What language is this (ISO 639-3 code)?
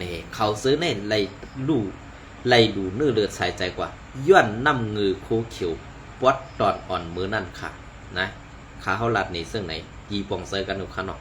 shn